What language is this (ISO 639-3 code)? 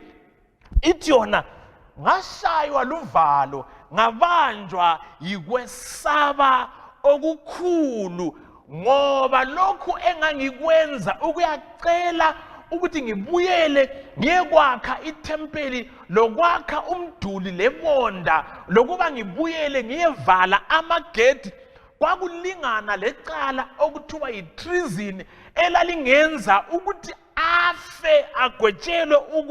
nde